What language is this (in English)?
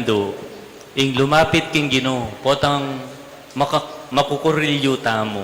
Pampanga